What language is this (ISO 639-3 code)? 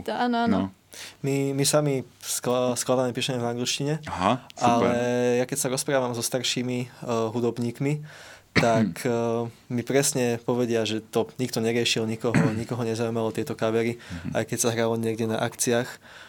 slk